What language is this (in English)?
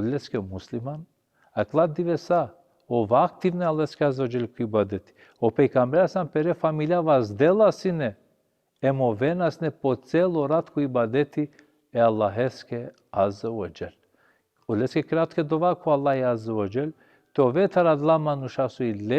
Balkan Romani